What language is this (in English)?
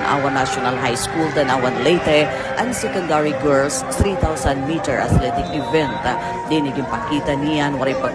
Waray